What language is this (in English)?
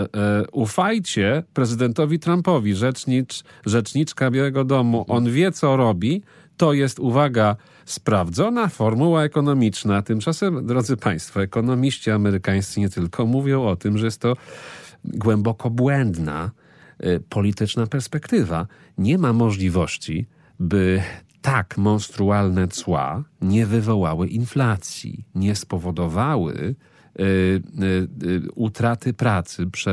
Polish